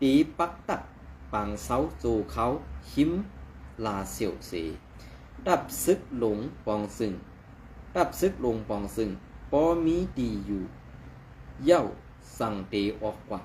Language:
Shan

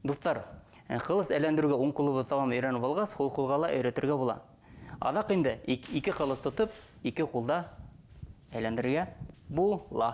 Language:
Bashkir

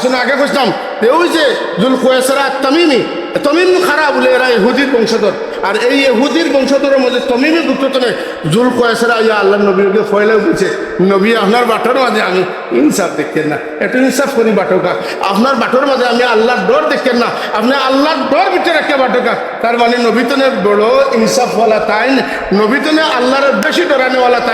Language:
Sylheti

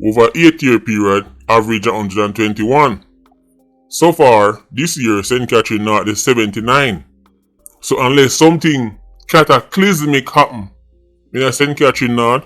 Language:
Jamaican Creole English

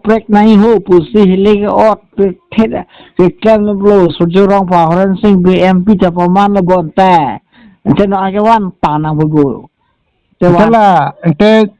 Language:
Karbi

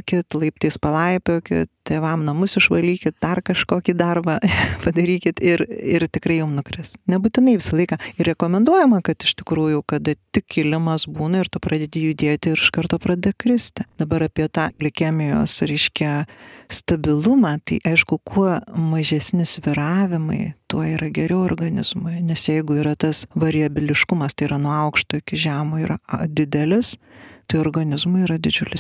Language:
Lithuanian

